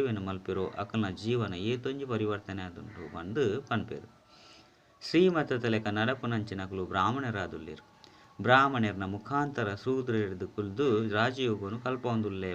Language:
Tulu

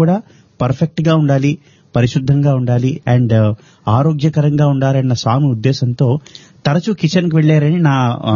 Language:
Telugu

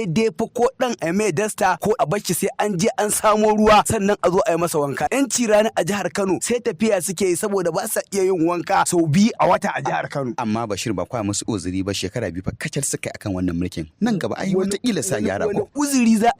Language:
Hausa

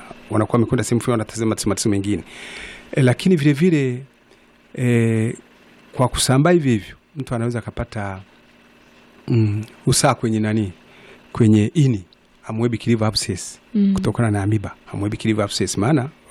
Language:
Swahili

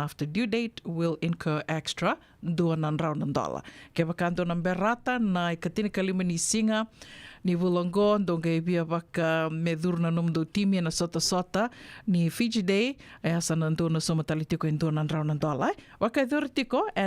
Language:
Fijian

